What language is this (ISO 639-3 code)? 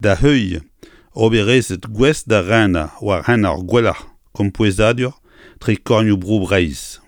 bre